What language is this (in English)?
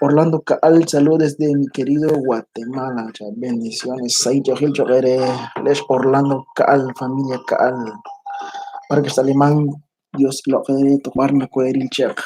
Kekchí